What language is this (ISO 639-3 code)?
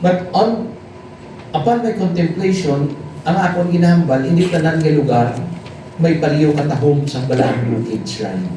hil